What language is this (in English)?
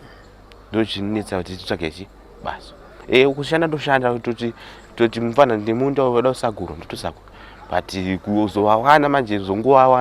Shona